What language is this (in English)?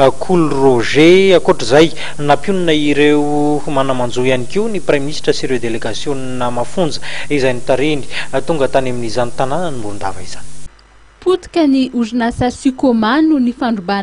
Malagasy